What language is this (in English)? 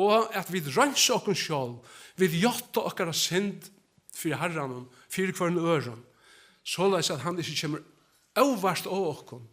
Faroese